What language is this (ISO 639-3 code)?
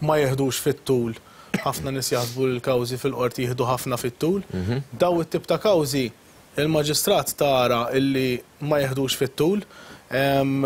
mlt